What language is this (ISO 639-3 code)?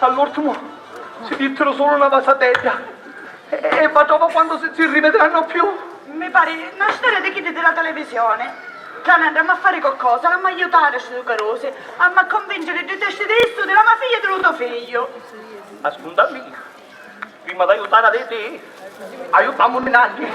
scn